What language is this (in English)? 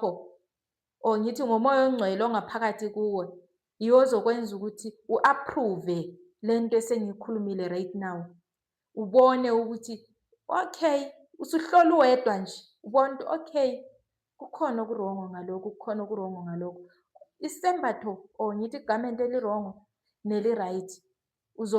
Zulu